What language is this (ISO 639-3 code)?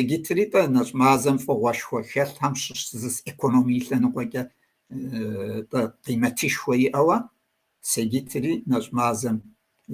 kbd